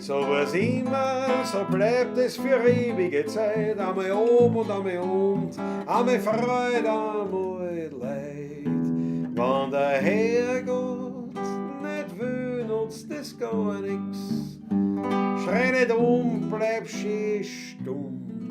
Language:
Bavarian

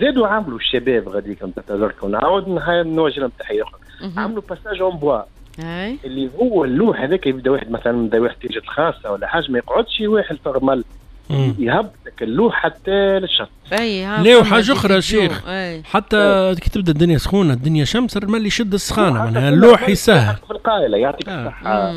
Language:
Tunisian Arabic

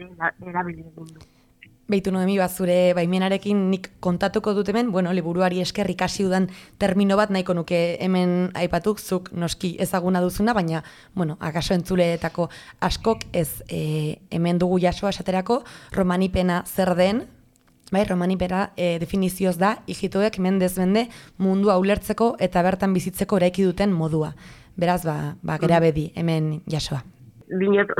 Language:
Basque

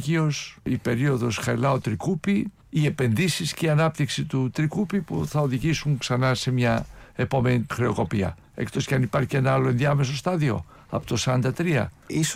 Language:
Greek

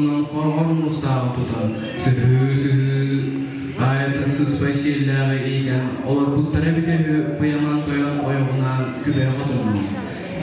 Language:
Yakut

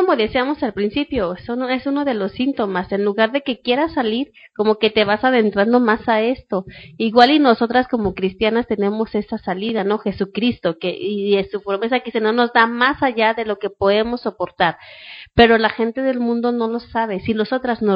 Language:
Spanish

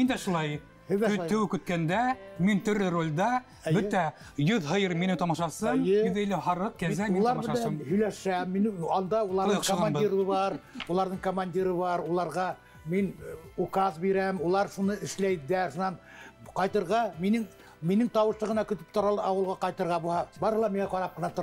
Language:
Bashkir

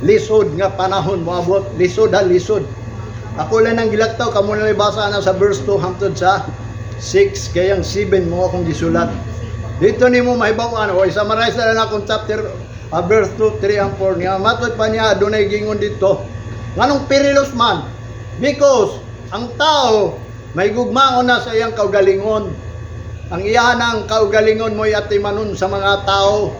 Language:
Cebuano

